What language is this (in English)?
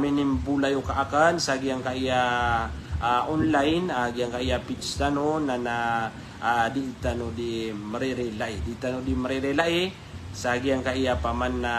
Maranao